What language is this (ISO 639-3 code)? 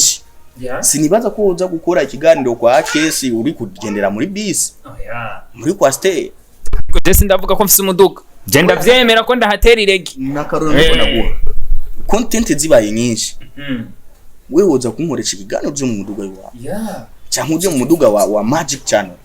run